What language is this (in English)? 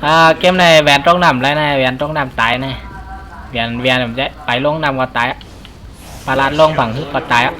Shan